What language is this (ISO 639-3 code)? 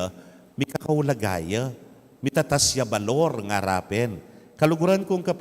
pam